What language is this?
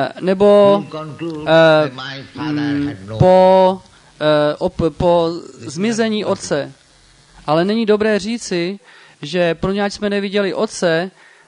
Czech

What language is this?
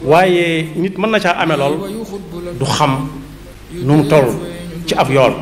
Wolof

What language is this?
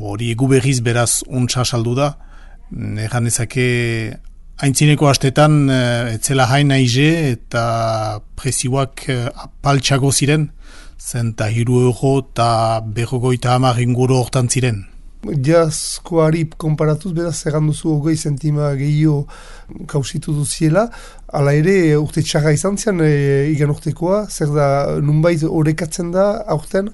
Basque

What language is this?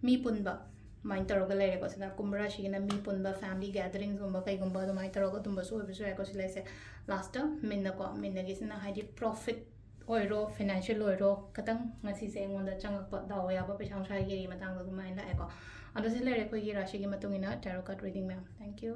Manipuri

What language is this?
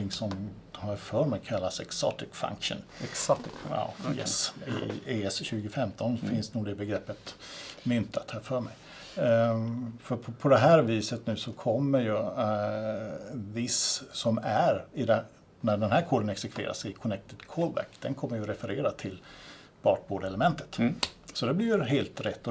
Swedish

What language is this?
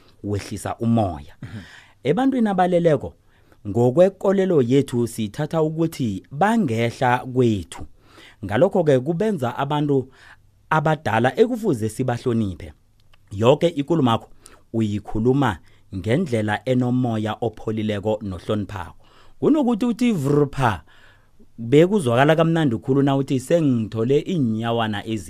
South Ndebele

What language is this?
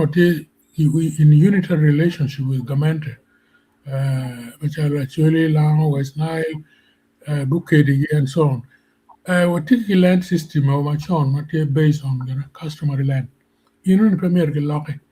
Acoli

